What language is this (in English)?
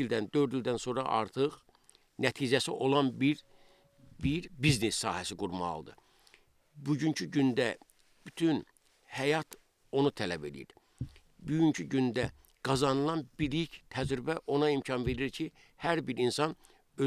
Azerbaijani